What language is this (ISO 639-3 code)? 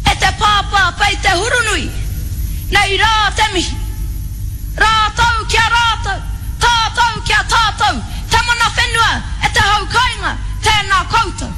mri